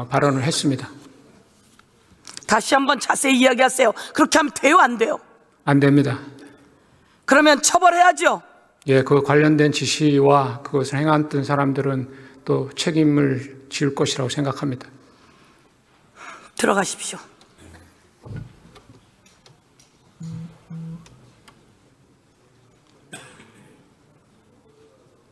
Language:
Korean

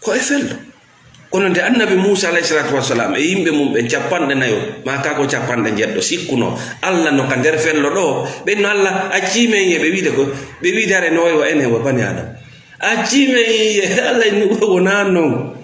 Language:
Fula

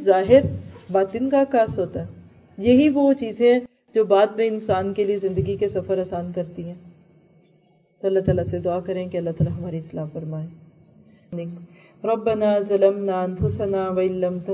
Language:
Urdu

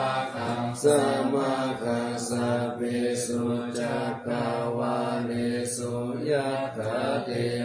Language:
Pali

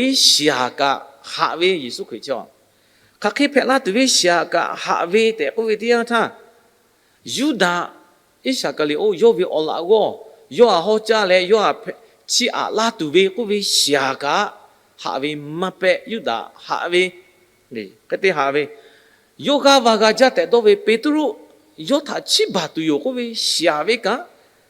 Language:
Lahu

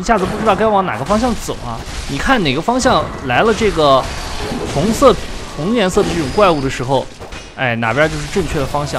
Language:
Chinese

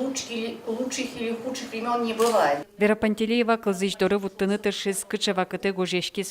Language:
Udmurt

